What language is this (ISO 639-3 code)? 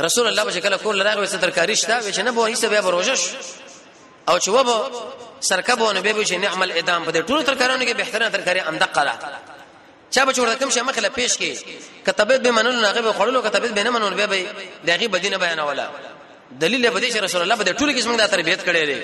pus